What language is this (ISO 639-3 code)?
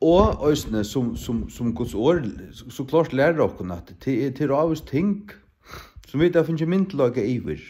fao